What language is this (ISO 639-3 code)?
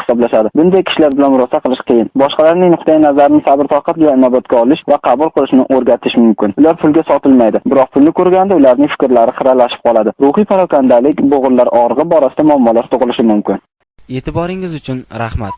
uzb